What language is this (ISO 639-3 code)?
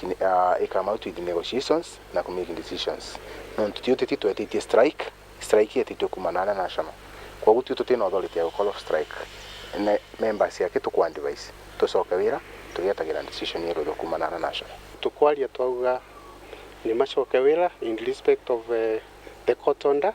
mer